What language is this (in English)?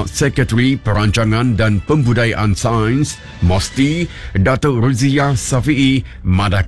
Iban